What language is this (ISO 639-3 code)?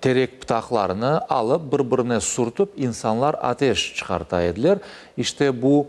crh